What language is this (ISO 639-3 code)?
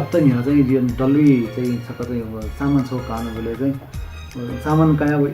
new